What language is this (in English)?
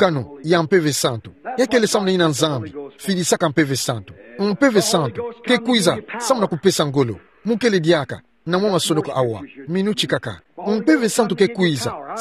Kituba (Democratic Republic of Congo)